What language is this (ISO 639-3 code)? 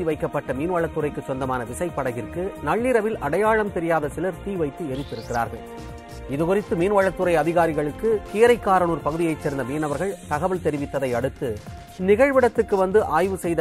tam